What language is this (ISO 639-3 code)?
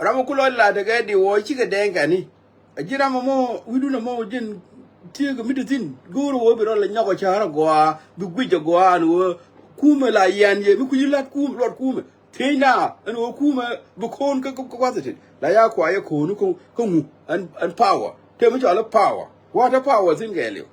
nus